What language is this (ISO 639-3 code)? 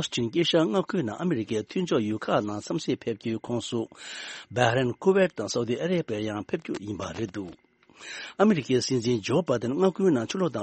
bod